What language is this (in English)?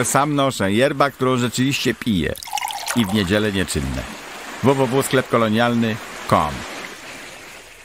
Polish